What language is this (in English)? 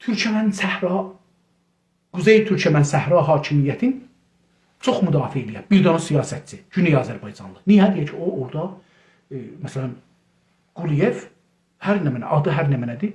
South Azerbaijani